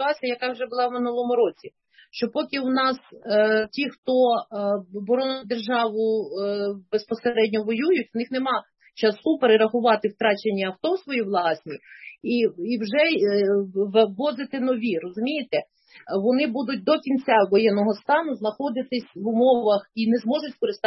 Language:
Ukrainian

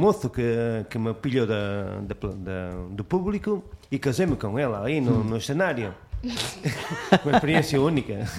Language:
Galician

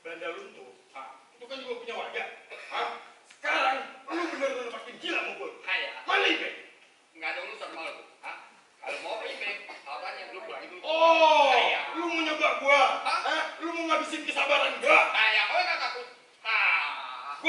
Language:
Betawi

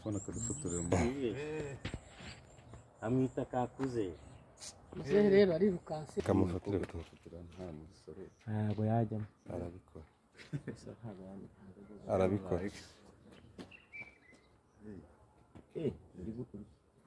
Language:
Kinyarwanda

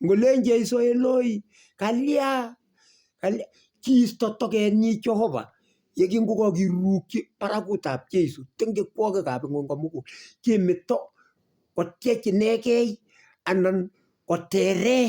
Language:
Kalenjin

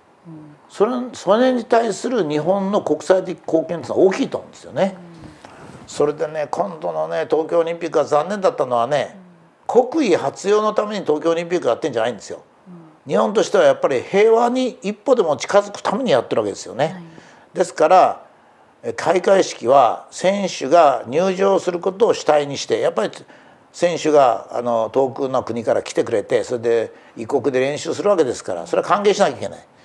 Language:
Japanese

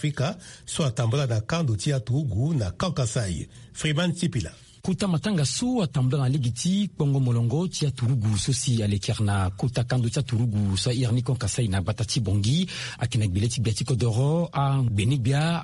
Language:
Sango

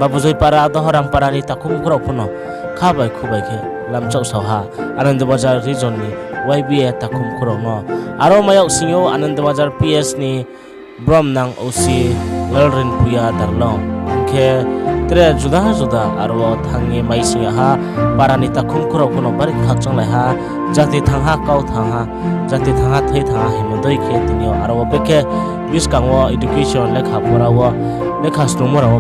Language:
Riang (India)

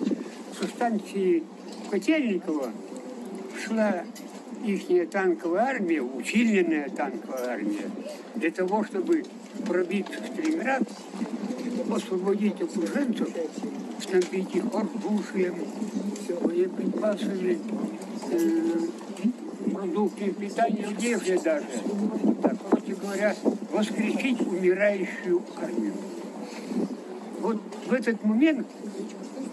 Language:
Russian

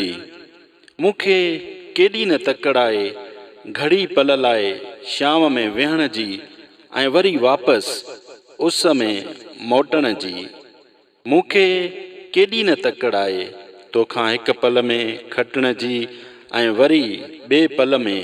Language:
Sindhi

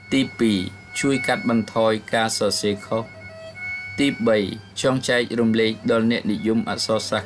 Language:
Khmer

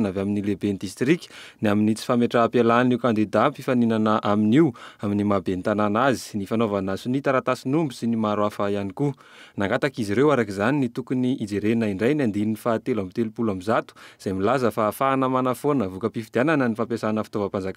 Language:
Malagasy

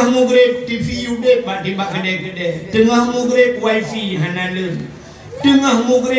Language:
Achinese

